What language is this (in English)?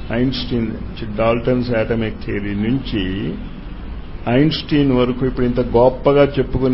Telugu